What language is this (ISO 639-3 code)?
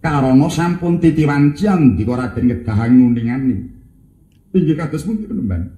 jav